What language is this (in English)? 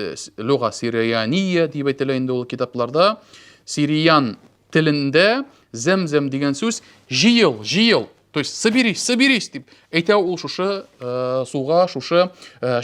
Tatar